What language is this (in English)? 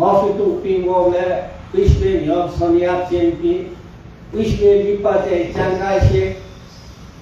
Newari